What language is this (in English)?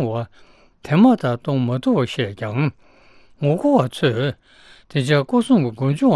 Tibetan